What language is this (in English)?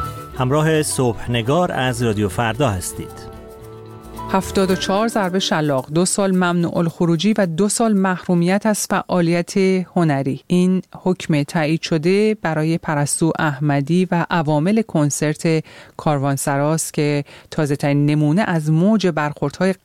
Persian